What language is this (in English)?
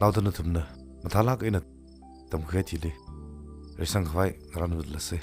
Tangkhul Naga (India)